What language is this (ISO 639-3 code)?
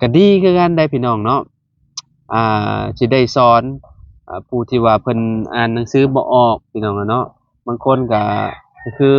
lao